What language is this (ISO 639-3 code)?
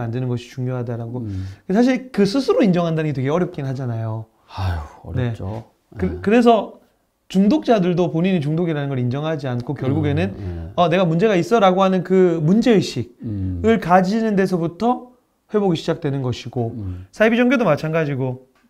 kor